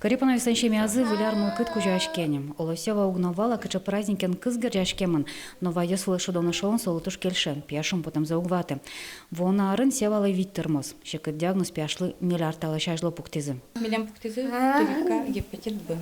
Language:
Udmurt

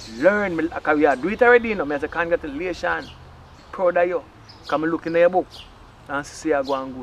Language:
Jamaican Creole English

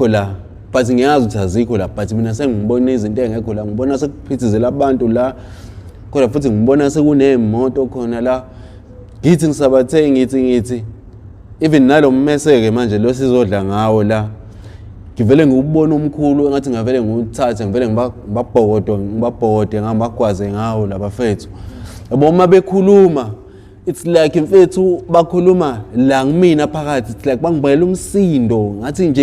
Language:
Zulu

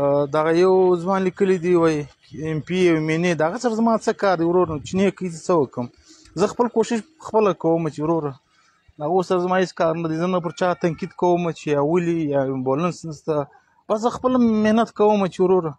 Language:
Pashto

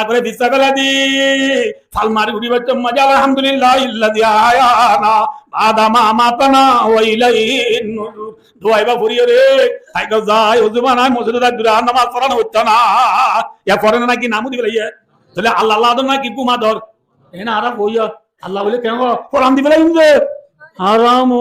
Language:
Rohingya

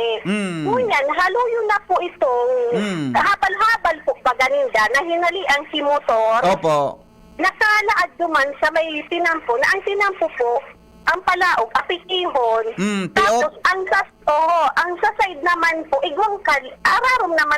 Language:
Bikol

